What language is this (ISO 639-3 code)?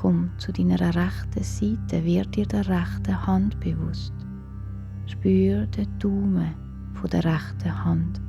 gsw